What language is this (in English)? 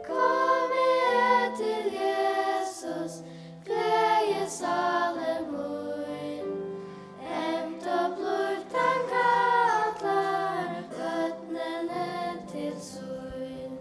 Faroese